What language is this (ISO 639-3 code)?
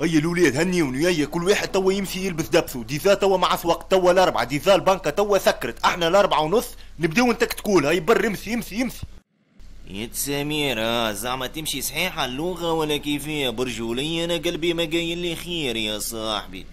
aeb